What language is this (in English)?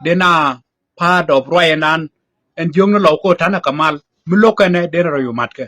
Nuer